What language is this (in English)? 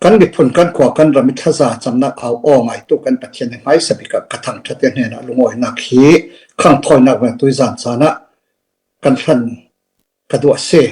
Falam Chin